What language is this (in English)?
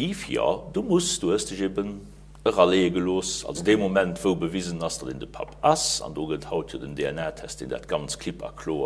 Luxembourgish